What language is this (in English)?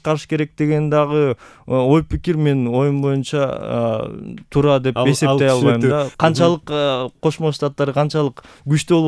Kyrgyz